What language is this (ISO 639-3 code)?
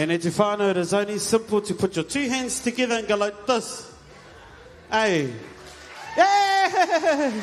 mri